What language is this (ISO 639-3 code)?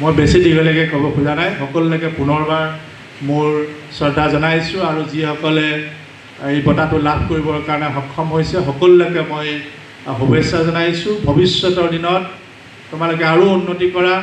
asm